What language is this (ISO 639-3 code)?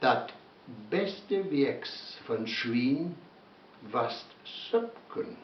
wep